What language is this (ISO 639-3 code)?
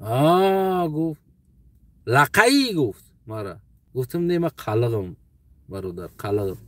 tgk